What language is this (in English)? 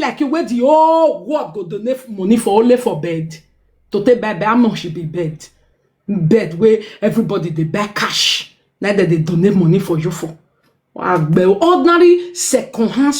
Nigerian Pidgin